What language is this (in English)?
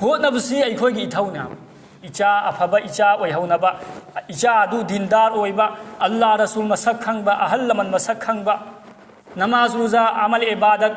Manipuri